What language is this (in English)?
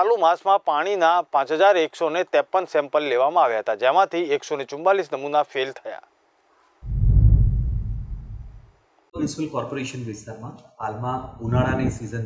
Gujarati